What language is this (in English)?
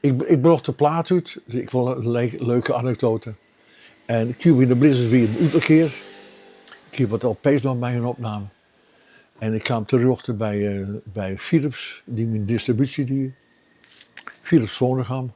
Western Frisian